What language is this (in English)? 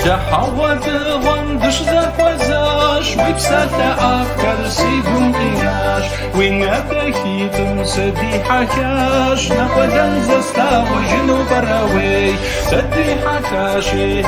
Kabardian